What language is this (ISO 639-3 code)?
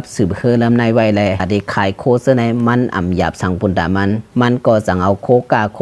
shn